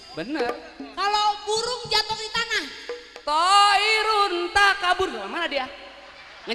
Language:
Betawi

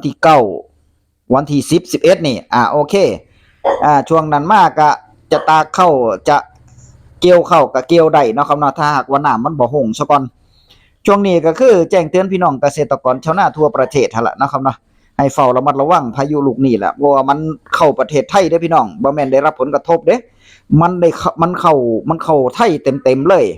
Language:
Northeastern Thai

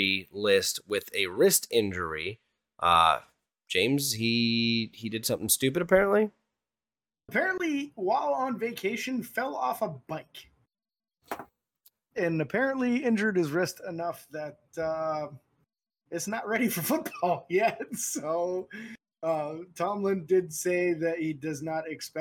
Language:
English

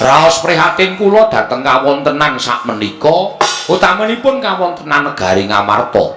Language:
Javanese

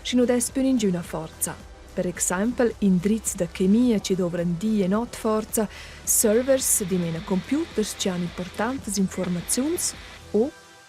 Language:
Romansh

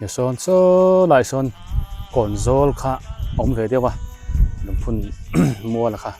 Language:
Biete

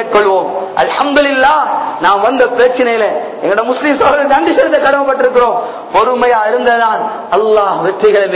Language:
Tamil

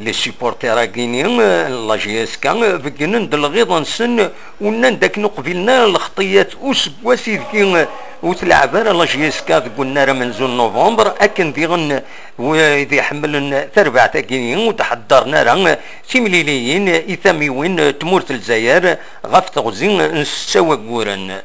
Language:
Kabyle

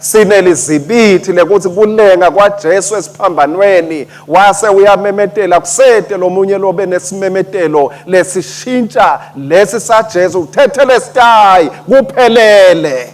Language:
Swati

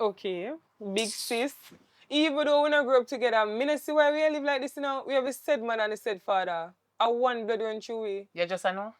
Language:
Jamaican Creole English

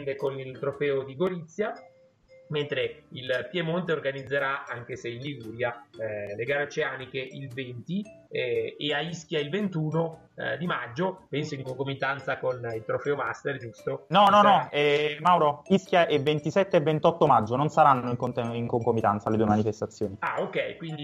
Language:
Italian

